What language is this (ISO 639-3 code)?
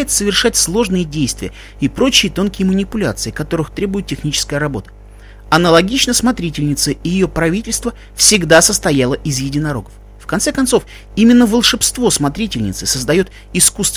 rus